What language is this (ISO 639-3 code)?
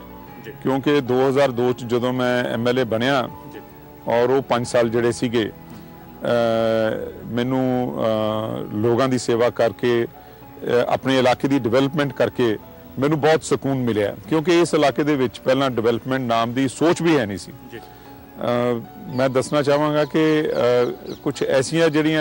pan